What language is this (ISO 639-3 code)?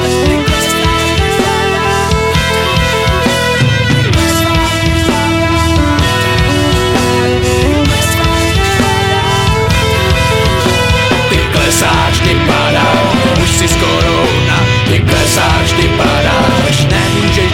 ces